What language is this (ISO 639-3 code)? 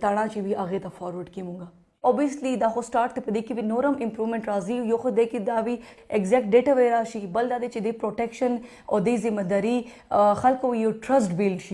pus